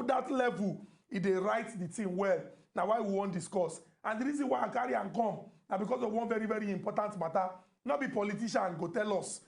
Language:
Nigerian Pidgin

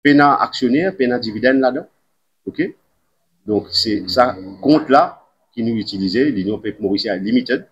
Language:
Morisyen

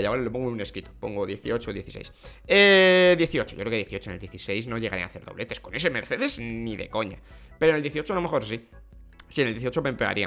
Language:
Spanish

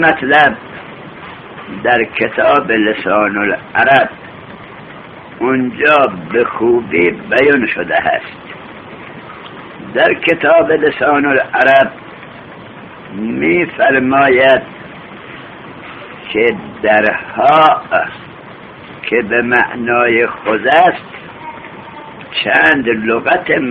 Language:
Persian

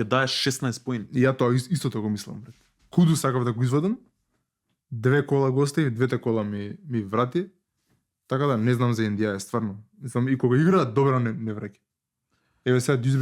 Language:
Macedonian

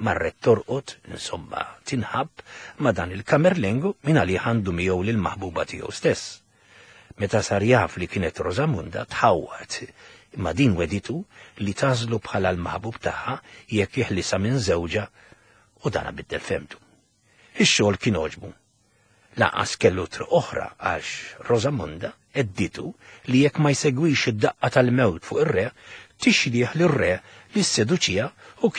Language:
Maltese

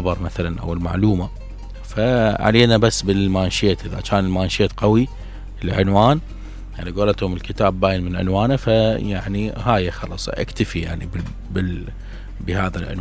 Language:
Mesopotamian Arabic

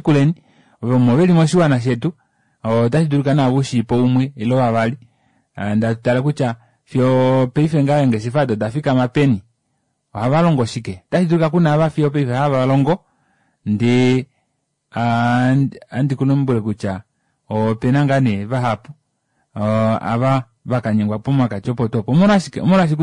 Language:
Kuanyama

